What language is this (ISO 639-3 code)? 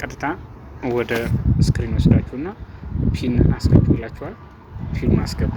amh